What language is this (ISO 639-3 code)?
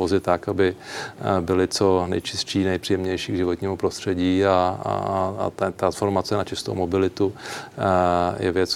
ces